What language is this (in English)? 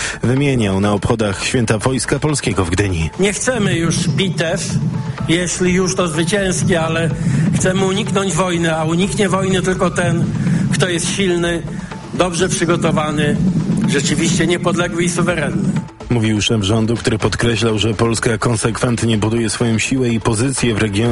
Polish